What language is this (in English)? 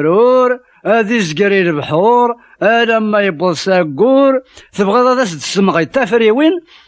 Kabyle